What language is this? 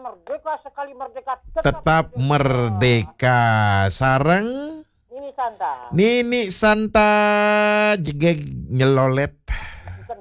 Balinese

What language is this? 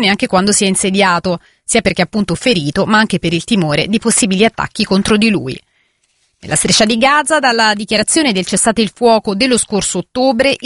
Italian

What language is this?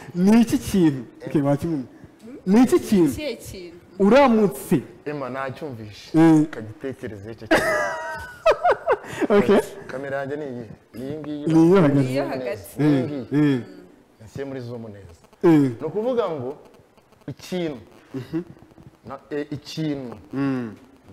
Kinyarwanda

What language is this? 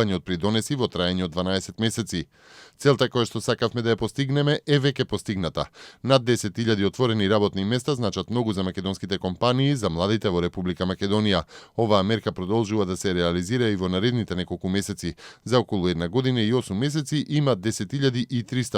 Macedonian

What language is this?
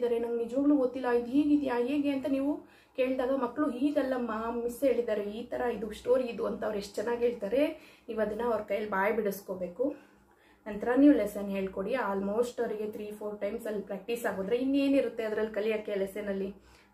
Kannada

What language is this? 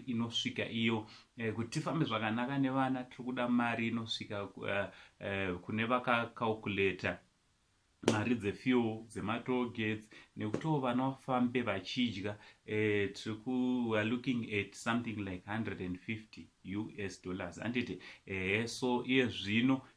Shona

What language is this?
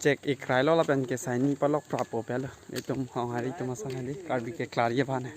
Karbi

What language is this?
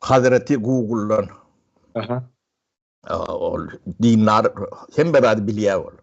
Turkmen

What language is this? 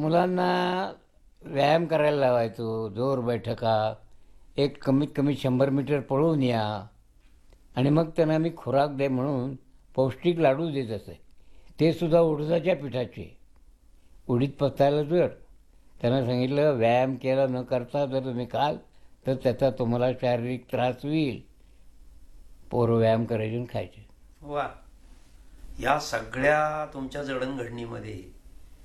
Marathi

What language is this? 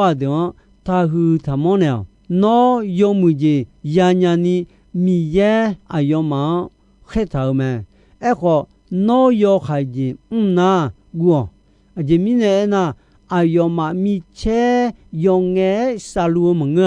Akha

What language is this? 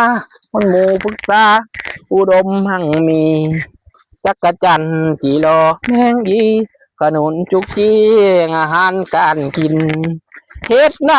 Lao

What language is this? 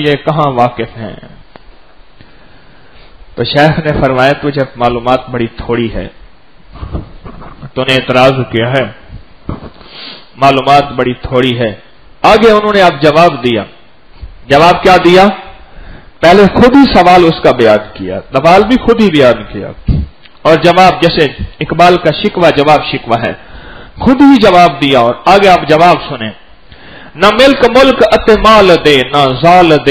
Urdu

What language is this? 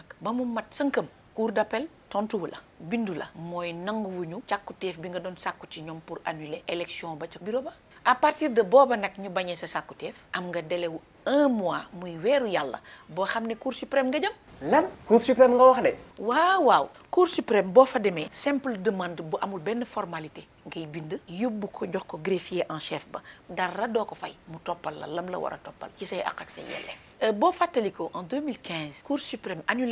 Wolof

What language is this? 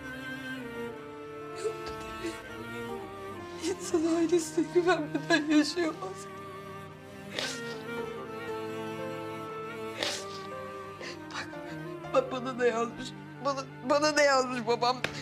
Turkish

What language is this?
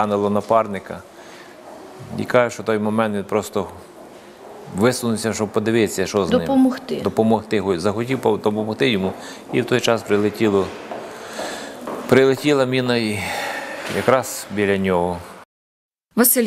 Ukrainian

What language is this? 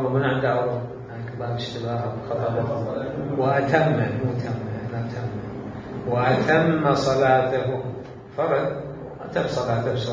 Mesopotamian Arabic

